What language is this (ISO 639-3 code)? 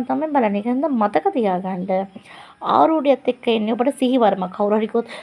sin